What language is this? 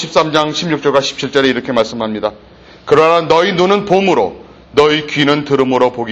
Korean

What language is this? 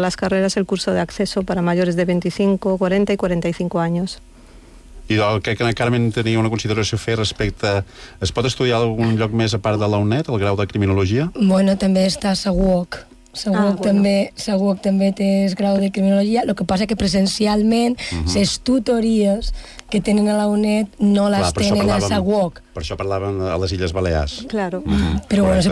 Catalan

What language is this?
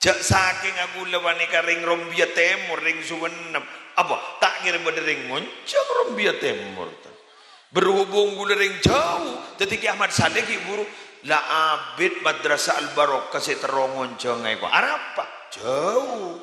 Madurese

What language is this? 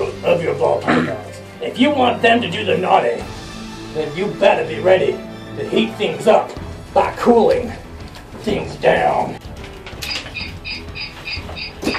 English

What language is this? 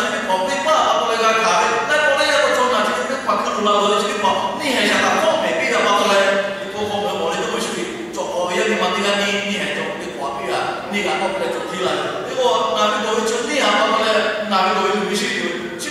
Lahu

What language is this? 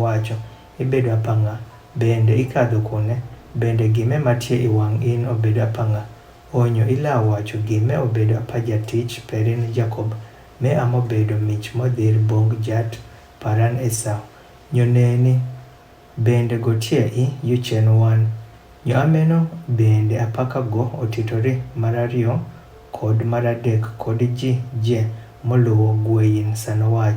Adhola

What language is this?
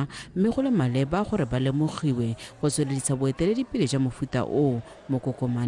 Tswana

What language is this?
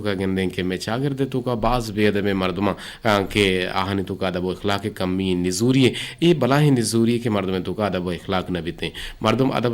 Eastern Balochi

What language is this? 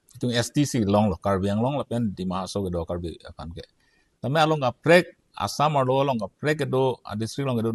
Karbi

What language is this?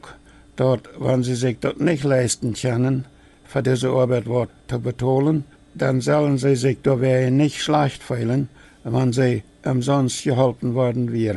Plautdietsch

